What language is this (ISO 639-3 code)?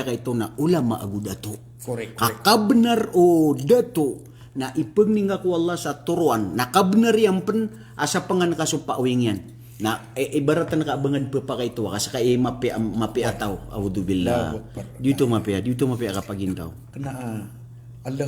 mrw